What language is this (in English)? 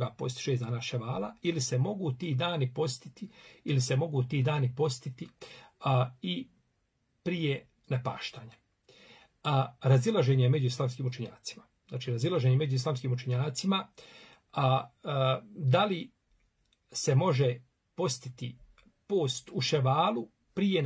Bosnian